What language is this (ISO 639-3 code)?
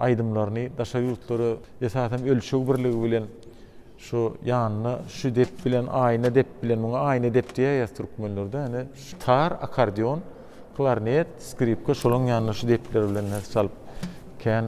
tuk